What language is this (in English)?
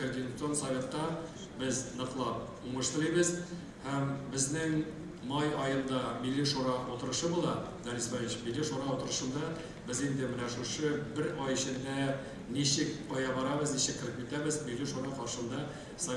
Tatar